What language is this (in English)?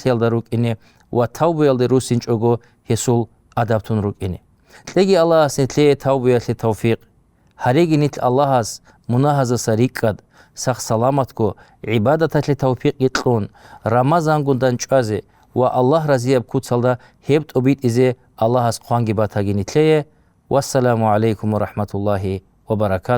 Avaric